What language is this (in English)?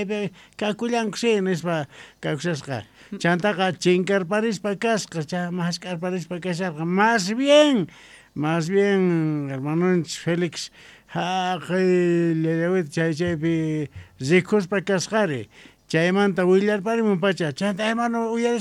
South Bolivian Quechua